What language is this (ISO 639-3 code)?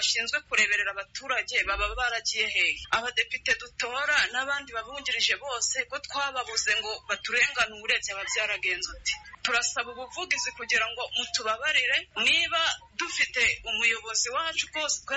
kin